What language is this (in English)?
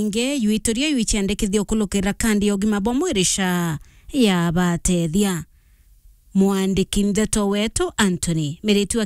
Meru